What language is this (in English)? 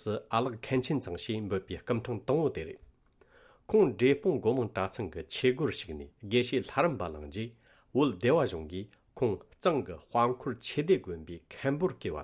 Tibetan